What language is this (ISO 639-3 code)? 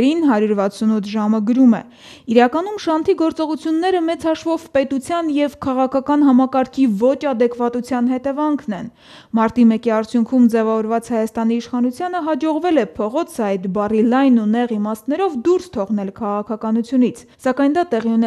hye